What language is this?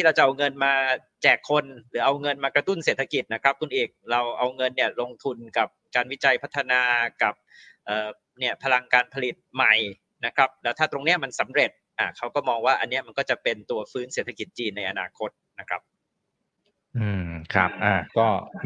Thai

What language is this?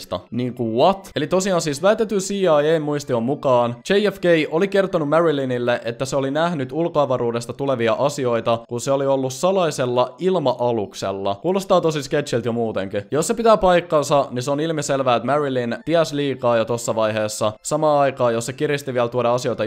Finnish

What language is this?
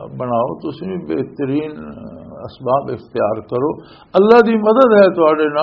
Western Panjabi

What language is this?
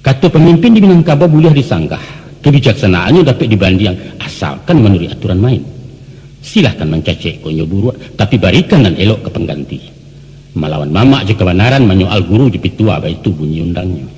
Minangkabau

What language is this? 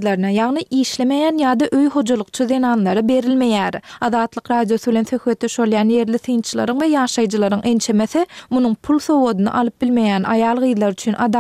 Turkmen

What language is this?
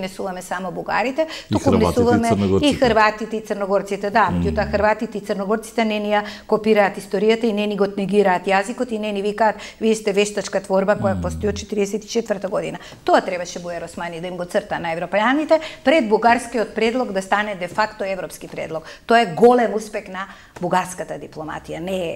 Macedonian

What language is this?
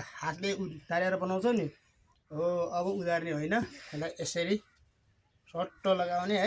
Nepali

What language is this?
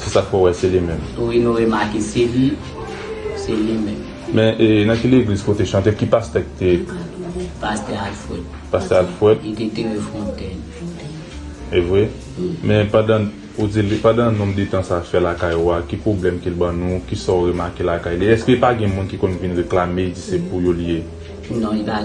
Haitian Creole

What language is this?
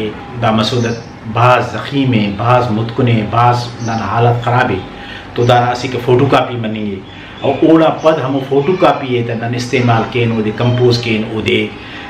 Brahui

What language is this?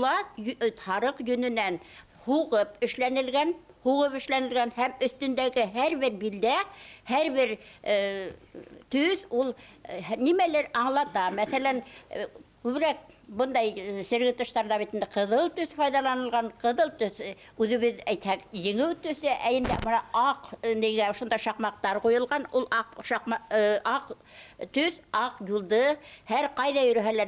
Bashkir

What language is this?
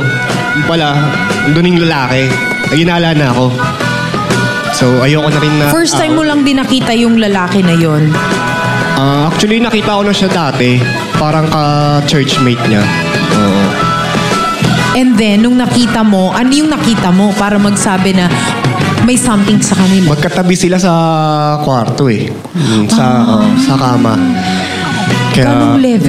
Filipino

